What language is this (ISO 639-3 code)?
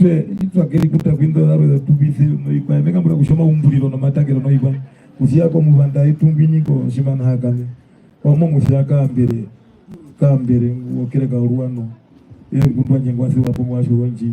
her